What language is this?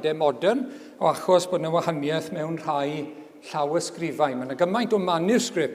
Welsh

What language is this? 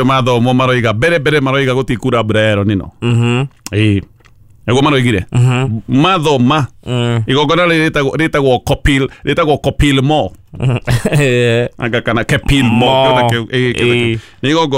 Kikuyu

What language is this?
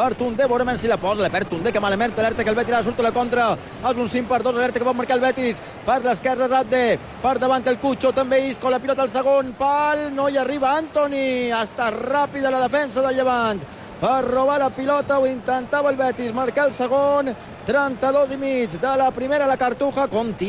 Catalan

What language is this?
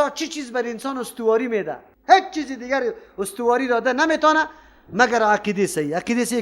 Persian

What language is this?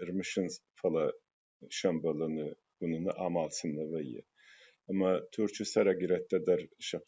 Ossetic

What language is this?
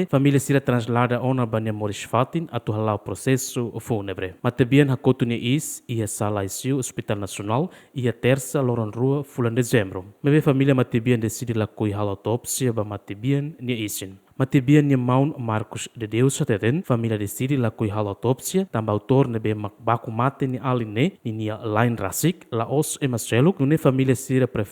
Tetum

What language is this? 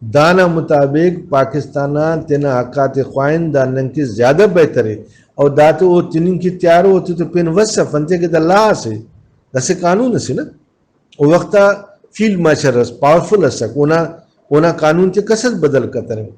Brahui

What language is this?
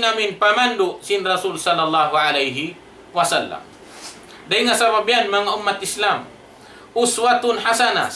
Tausug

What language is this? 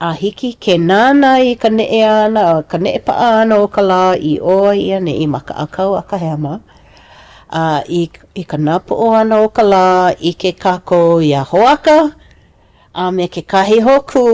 Hawaiian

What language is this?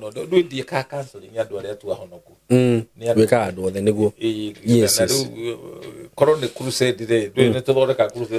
Kikuyu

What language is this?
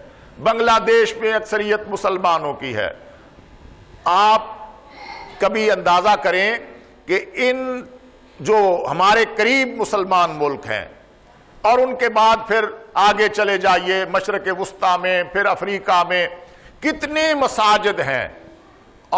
Urdu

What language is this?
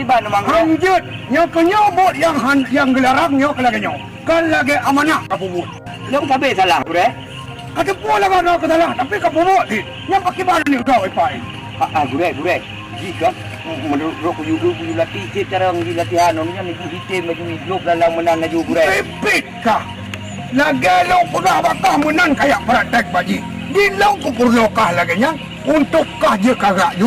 Achinese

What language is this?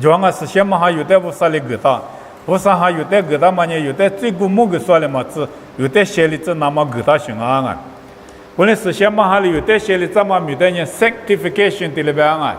Lisu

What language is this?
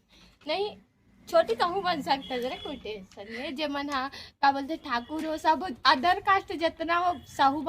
Chhattisgarhi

